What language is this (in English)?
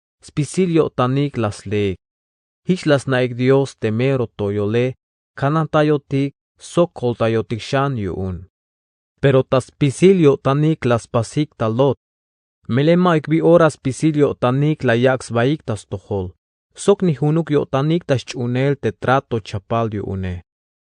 Tzeltal